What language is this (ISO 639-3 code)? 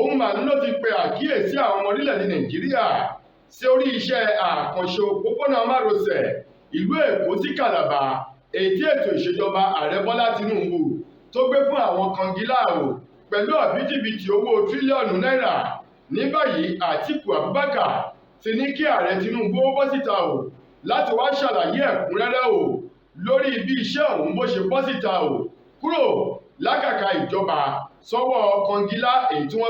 yor